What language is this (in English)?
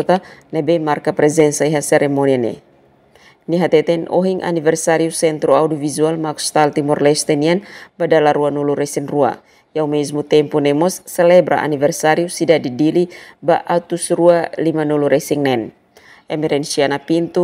Tetum